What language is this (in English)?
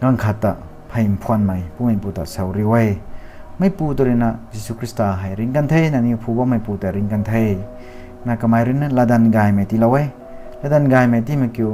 Rongmei Naga